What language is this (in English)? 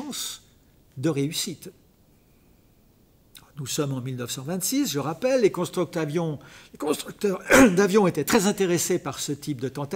French